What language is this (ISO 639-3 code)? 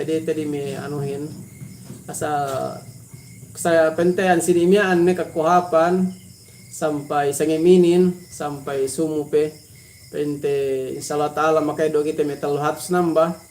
yka